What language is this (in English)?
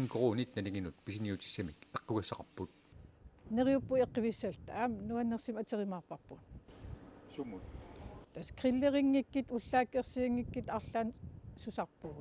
Kalaallisut